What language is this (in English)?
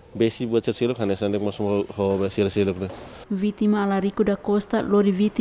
Tetum